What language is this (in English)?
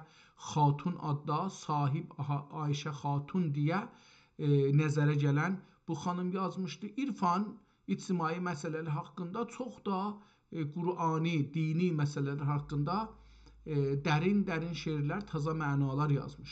South Azerbaijani